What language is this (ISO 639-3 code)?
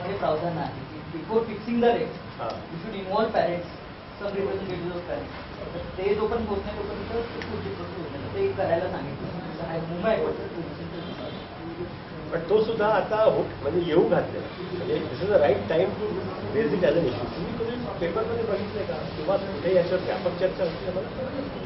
mar